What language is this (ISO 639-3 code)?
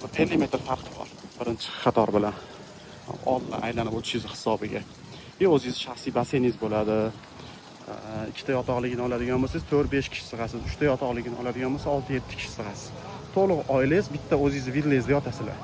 uzb